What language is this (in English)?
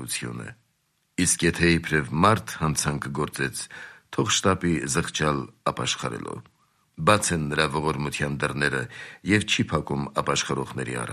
Armenian